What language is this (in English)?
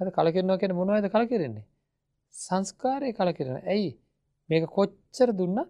Sinhala